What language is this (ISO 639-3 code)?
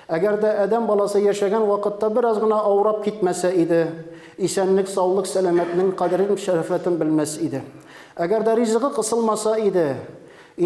tat